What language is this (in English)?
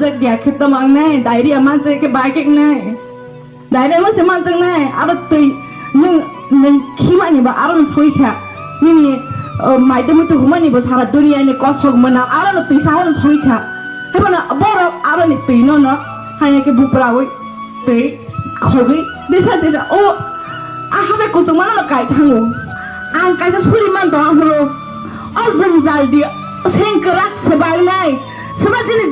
Kok Borok